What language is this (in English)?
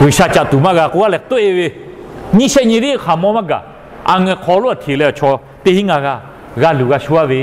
Lahu